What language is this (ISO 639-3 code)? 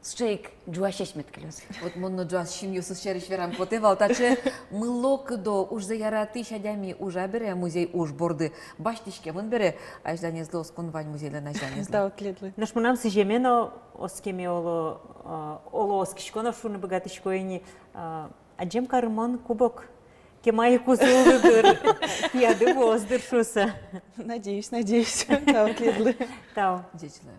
udm